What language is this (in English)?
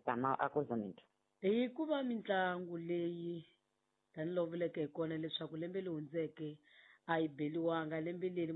Tsonga